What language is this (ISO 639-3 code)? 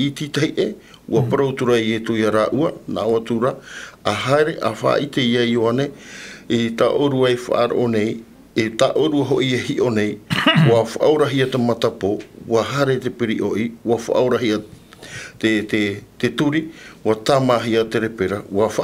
tah